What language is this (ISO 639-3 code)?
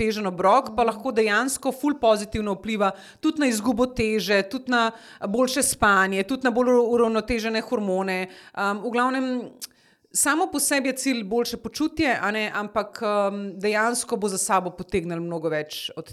slv